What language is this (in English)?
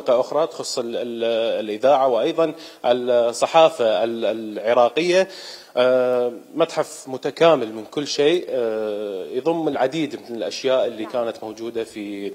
Mesopotamian Arabic